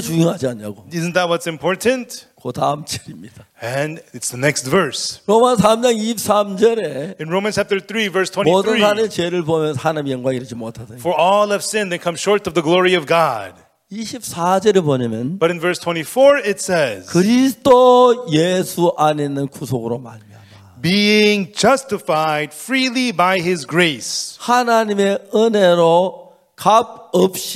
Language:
Korean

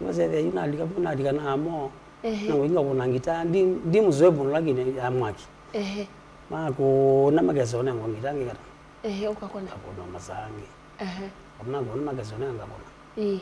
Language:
Kamba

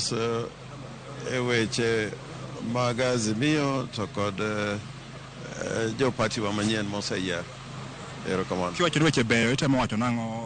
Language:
Luo (Kenya and Tanzania)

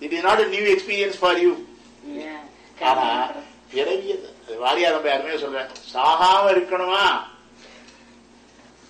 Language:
Tamil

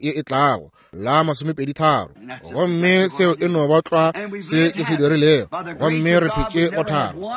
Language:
Northern Sotho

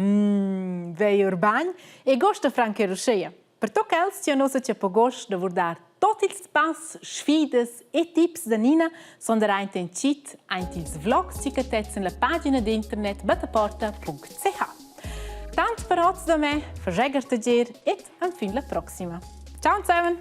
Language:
Romansh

